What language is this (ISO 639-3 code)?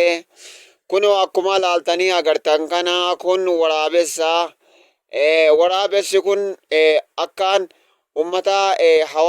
orm